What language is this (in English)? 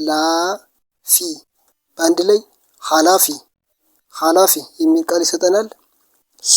Amharic